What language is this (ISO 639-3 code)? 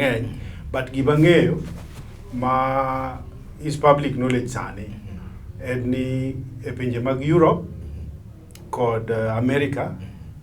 luo